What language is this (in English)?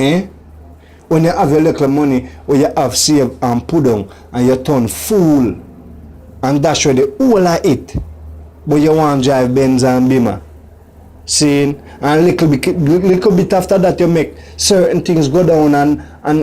Jamaican Creole English